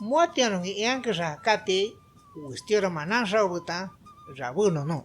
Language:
Shipibo-Conibo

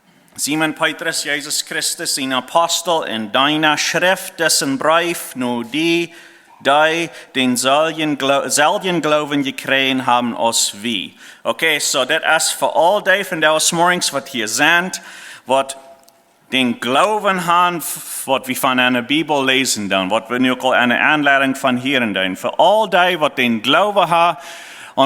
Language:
Plautdietsch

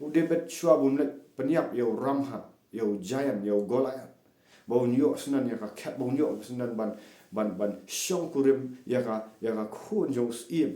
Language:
Khasi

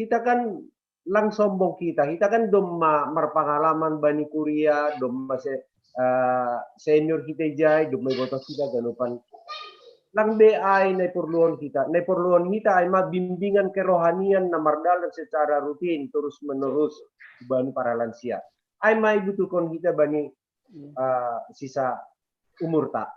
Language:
Batak Simalungun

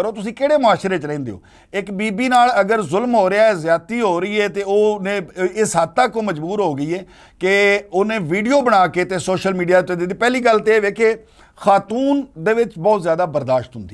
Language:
Western Panjabi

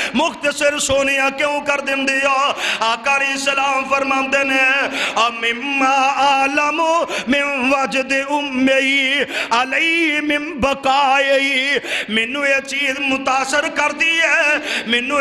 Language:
Western Panjabi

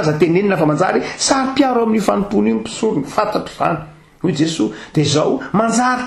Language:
Malagasy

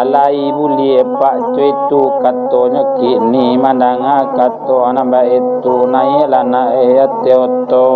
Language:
Minangkabau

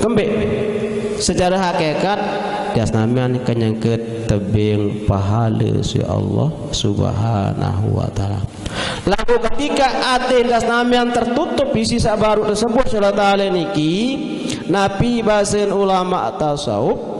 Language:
Sasak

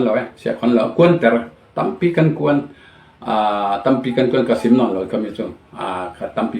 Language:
Falam Chin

